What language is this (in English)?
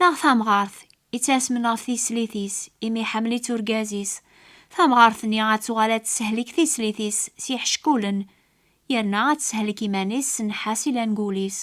Kabyle